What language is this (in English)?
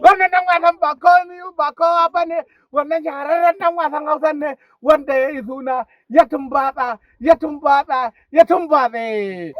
Hausa